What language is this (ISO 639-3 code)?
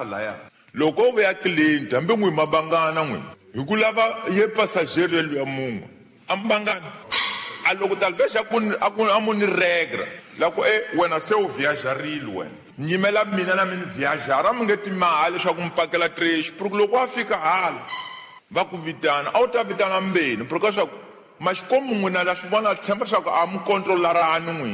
tso